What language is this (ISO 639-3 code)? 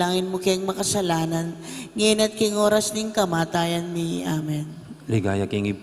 pam